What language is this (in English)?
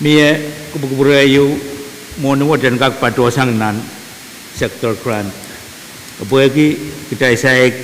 Pohnpeian